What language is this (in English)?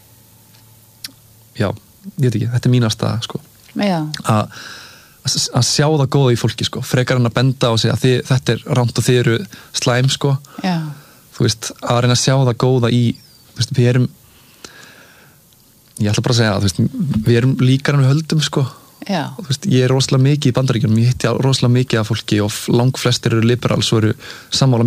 Icelandic